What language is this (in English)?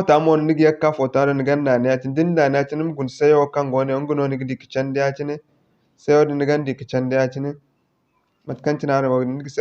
Zarma